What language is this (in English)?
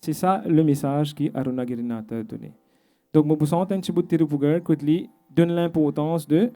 Morisyen